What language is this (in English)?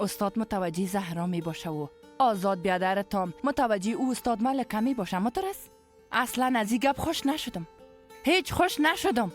Persian